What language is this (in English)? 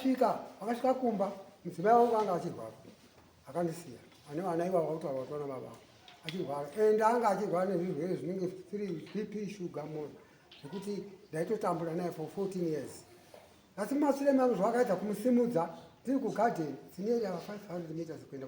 Shona